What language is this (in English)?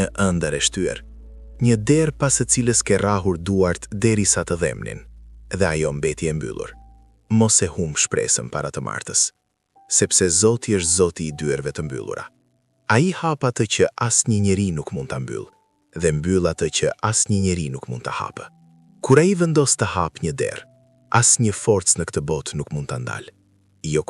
Albanian